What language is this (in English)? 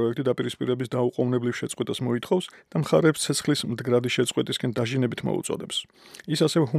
Georgian